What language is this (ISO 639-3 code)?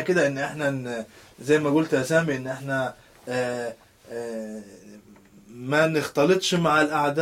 arz